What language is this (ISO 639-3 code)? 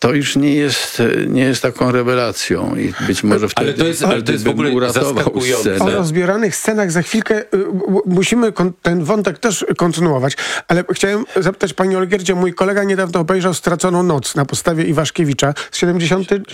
pol